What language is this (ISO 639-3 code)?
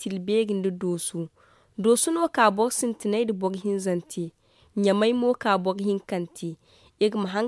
dje